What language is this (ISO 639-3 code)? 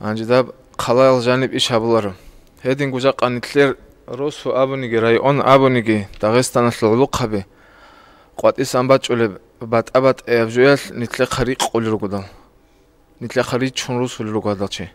ava